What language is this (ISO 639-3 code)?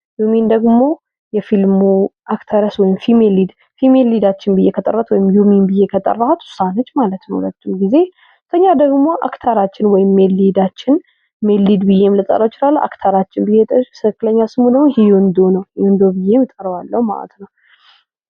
amh